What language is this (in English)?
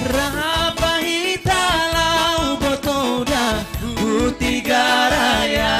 Batak Simalungun